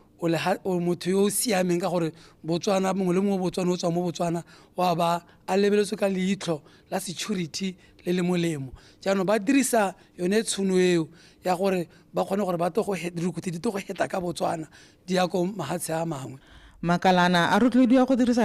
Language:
Tswana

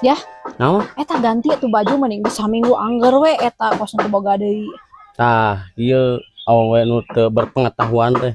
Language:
Sundanese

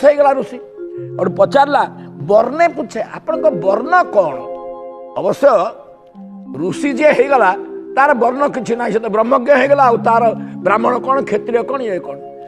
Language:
Odia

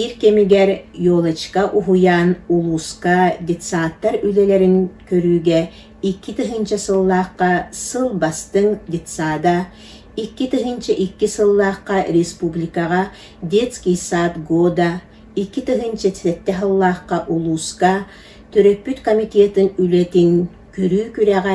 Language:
Yakut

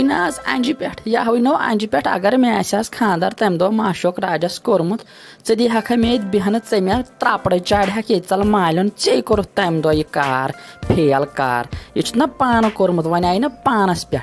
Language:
Kashmiri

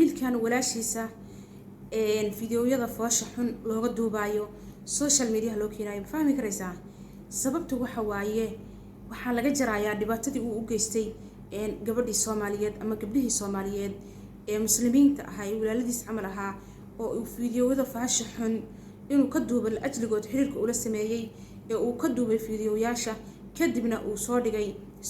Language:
Somali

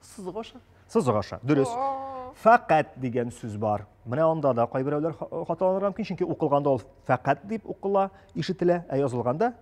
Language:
Tatar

